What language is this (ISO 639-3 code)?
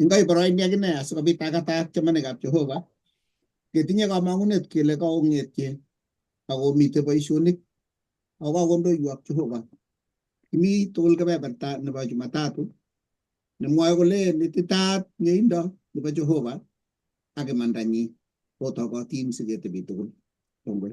kln